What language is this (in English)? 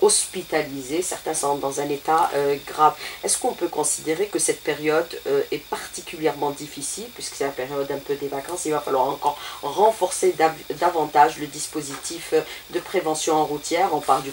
French